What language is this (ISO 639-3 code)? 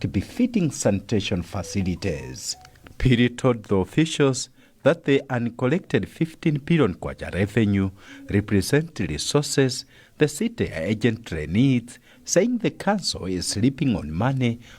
eng